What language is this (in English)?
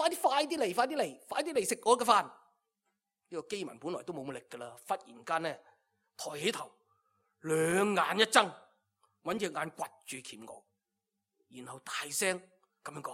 Cantonese